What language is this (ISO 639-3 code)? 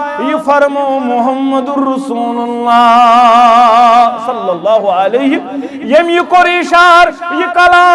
kas